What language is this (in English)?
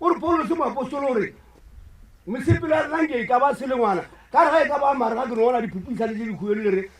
Northern Sotho